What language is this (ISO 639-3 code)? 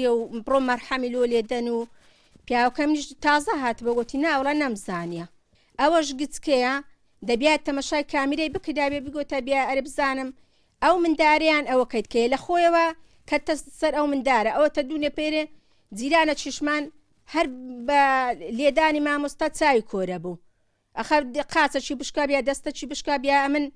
ckb